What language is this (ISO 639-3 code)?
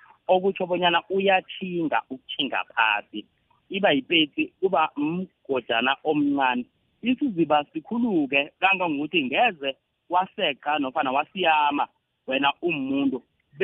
nbl